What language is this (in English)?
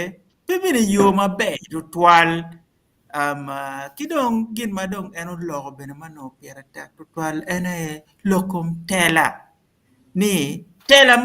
Acoli